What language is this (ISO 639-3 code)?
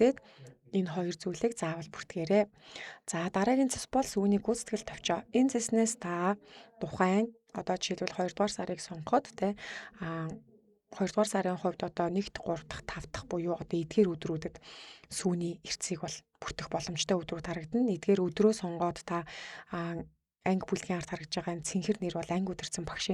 mon